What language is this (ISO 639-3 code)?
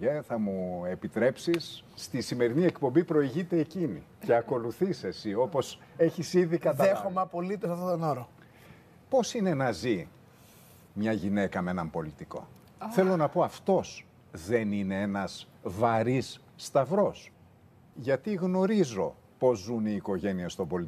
ell